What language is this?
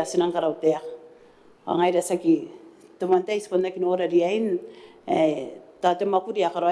Gilbertese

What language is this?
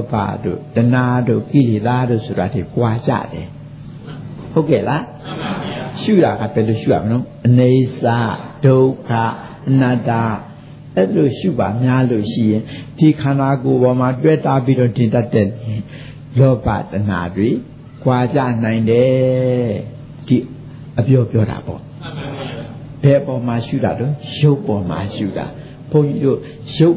Burmese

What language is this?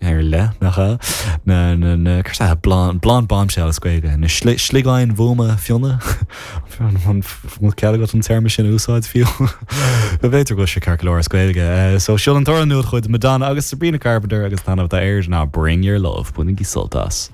Irish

